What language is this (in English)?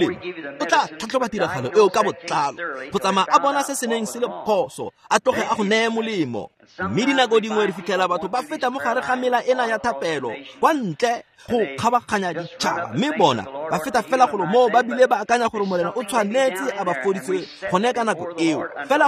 Tswana